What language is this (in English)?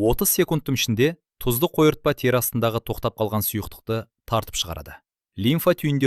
Kazakh